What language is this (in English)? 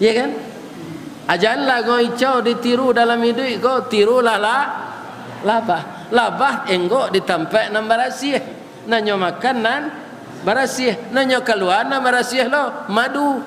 Minangkabau